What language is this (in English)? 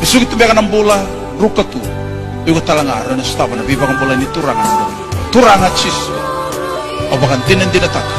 Fijian